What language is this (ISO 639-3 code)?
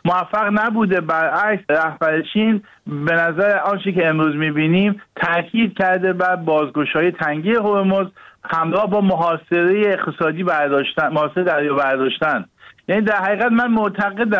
fas